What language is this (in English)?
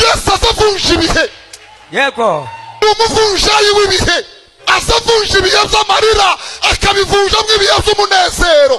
Kinyarwanda